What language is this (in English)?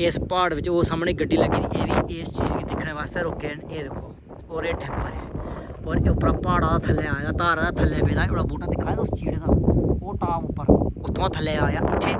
Dogri